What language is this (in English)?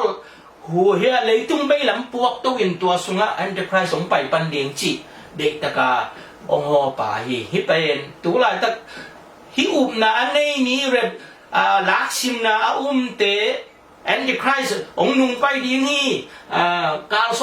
Tedim Chin